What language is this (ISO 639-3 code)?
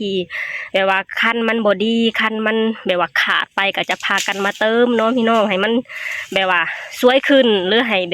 lao